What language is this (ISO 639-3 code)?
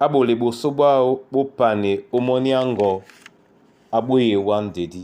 dua